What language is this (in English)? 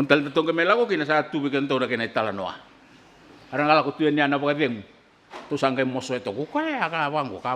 Fijian